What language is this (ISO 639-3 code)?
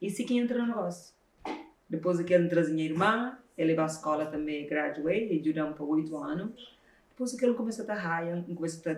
kea